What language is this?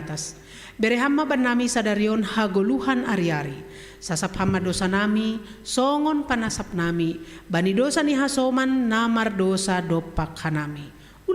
Batak Simalungun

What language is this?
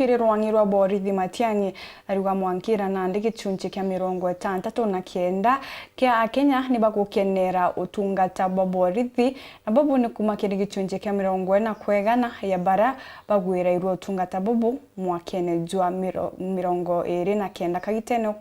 Meru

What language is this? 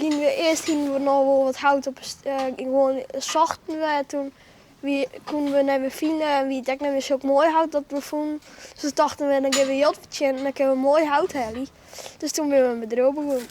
Western Frisian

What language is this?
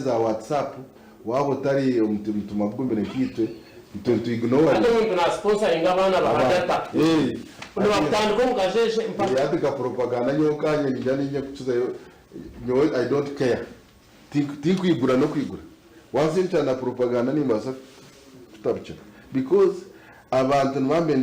Nyankole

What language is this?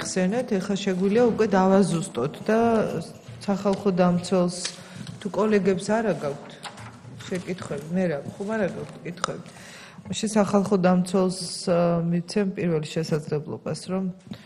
Georgian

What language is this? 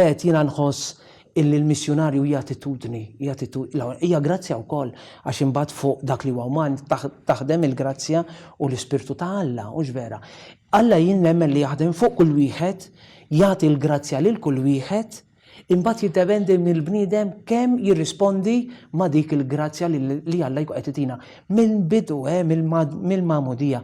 Maltese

